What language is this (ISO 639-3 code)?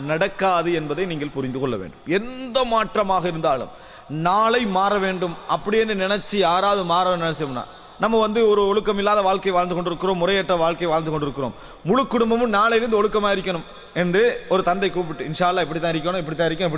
tam